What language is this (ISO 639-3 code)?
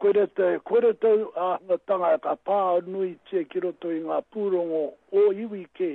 mri